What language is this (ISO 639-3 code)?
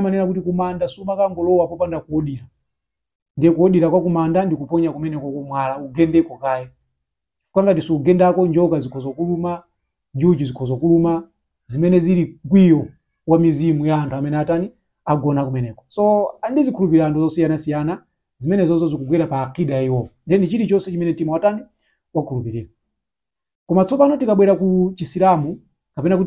nya